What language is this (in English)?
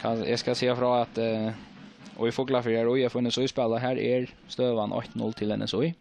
Faroese